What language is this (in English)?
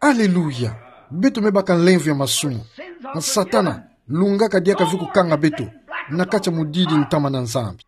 Kituba (Democratic Republic of Congo)